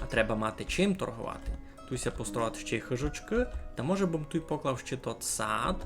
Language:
Rusyn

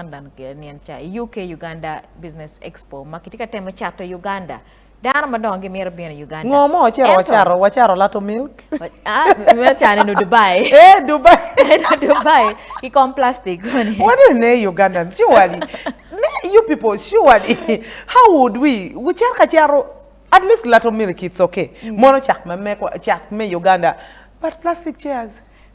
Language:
Acoli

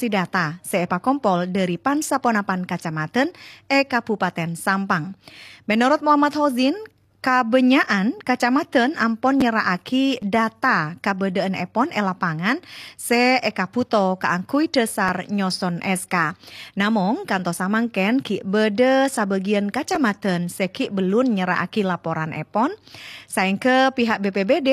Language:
Madurese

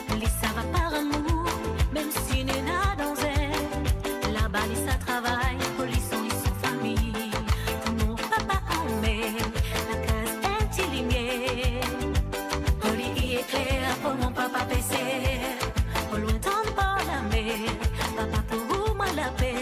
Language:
Morisyen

